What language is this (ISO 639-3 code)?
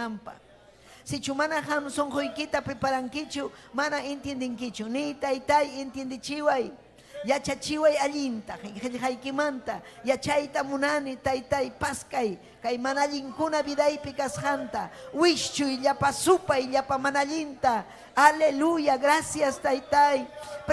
quy